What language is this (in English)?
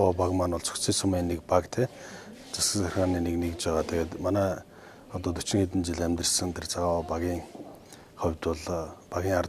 Mongolian